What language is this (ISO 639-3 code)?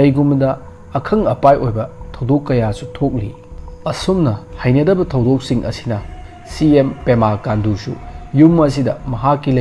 mni